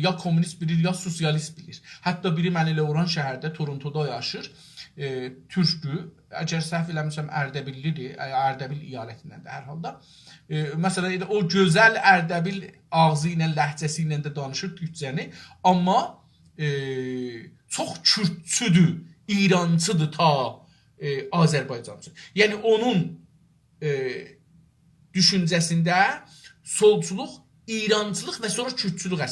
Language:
South Azerbaijani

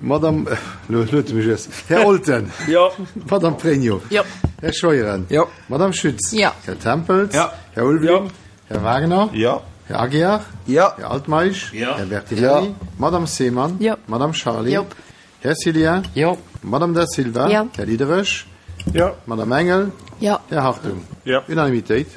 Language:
Luxembourgish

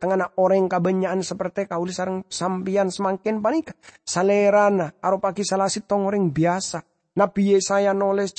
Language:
Madurese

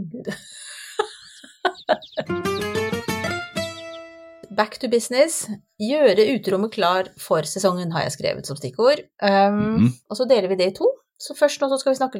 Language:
Norwegian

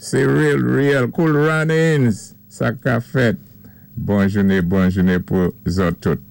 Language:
Saint Lucian Creole French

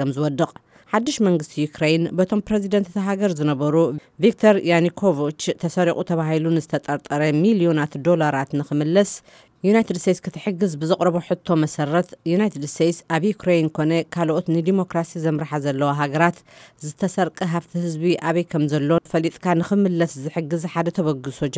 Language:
Tigrinya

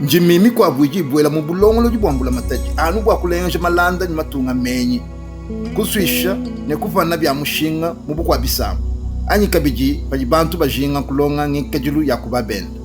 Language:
Luba-Lulua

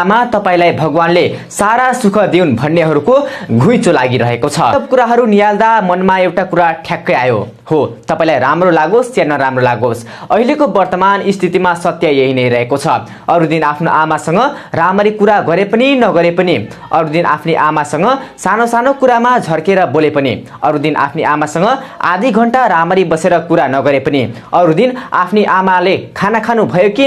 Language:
Nepali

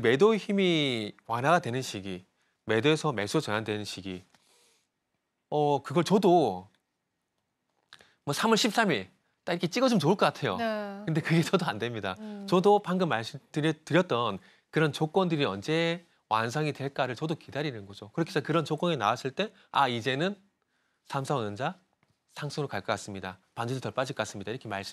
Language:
Korean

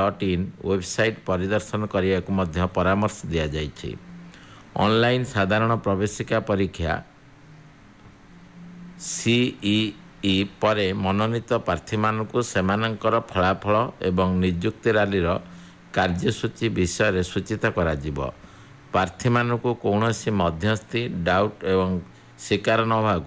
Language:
Odia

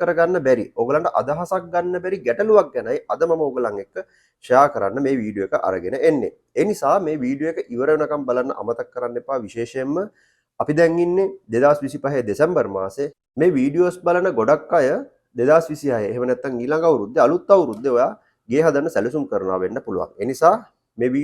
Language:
Sinhala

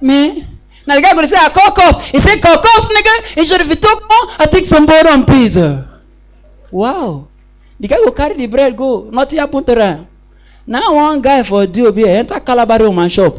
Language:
Nigerian Pidgin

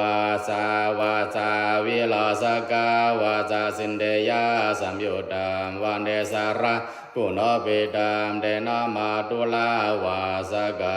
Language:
Pali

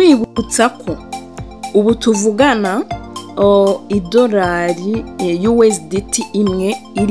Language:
Kinyarwanda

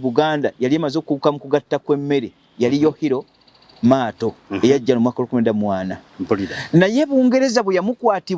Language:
Ganda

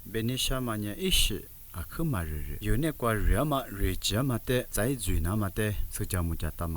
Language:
Lisu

